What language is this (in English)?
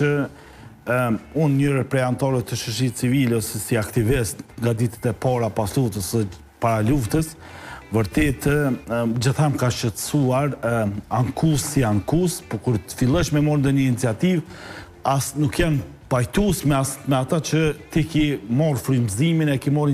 Albanian